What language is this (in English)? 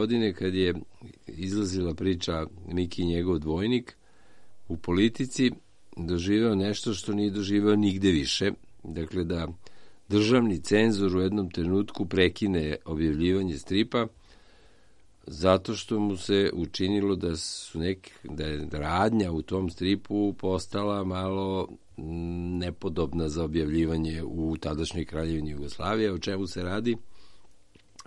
Serbian